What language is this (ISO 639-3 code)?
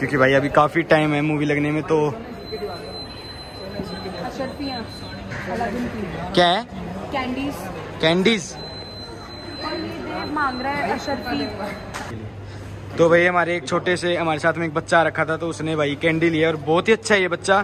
hin